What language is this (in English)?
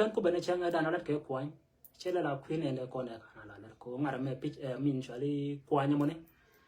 Nuer